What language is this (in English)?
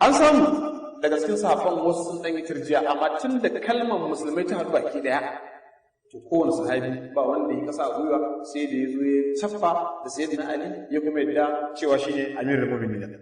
Hausa